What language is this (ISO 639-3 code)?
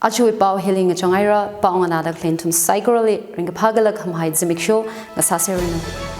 nmf